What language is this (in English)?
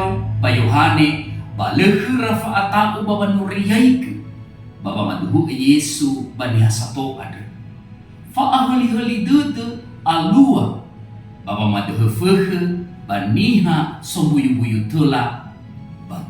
Nias